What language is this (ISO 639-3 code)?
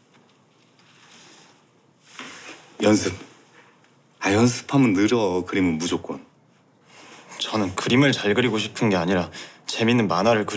kor